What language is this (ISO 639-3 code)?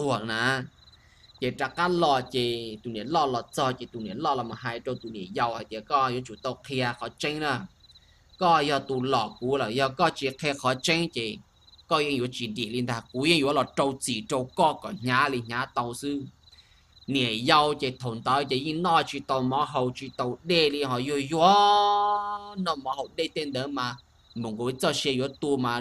hmn